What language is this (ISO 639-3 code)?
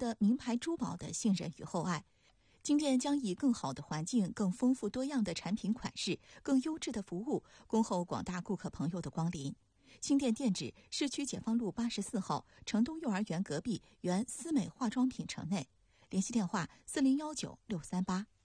zho